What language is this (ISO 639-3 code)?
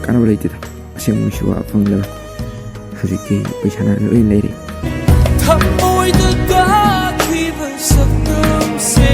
mni